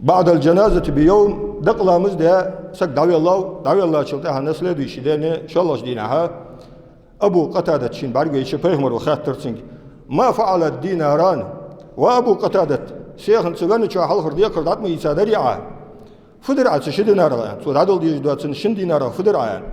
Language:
Ingush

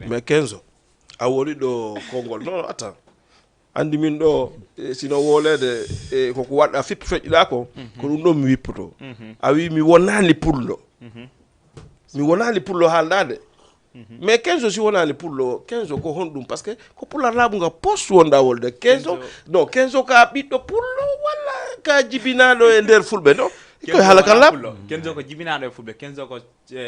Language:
Fula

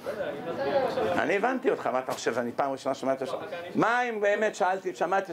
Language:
Hebrew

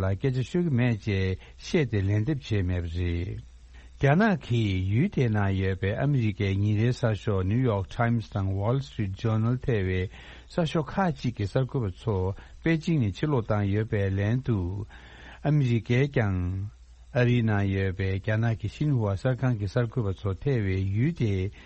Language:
Tibetan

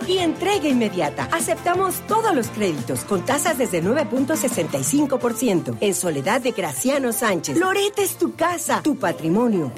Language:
Spanish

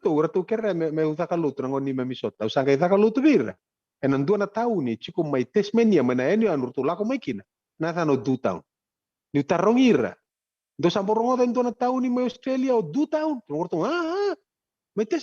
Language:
Fijian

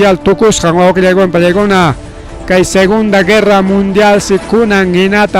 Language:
Ayacucho Quechua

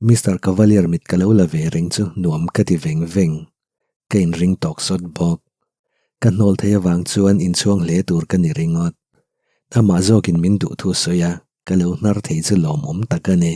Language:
Mizo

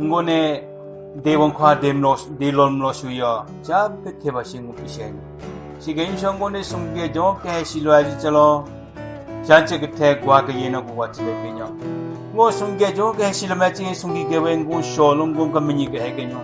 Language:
Southern Rengma Naga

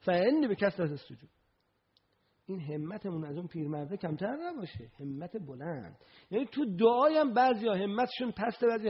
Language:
Persian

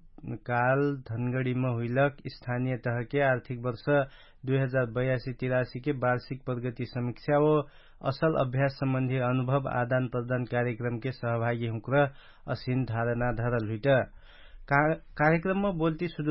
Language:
Dangaura Tharu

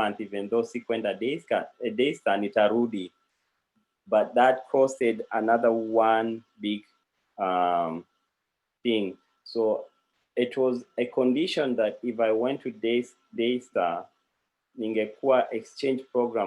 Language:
Kalenjin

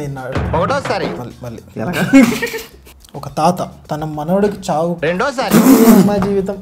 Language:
Telugu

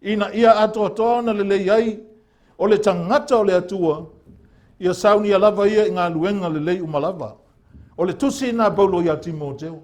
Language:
Samoan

